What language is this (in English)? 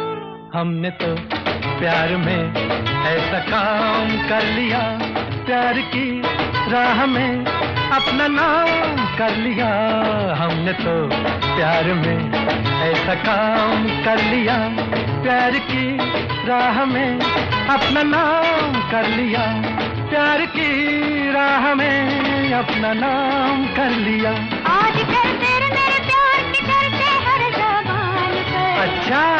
Hindi